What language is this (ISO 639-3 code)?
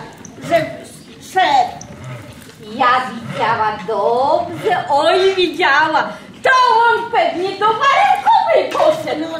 pol